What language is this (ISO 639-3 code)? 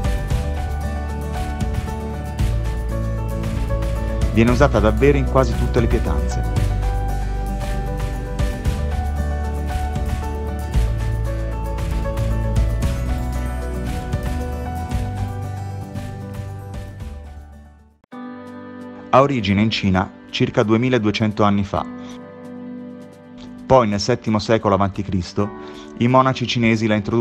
ita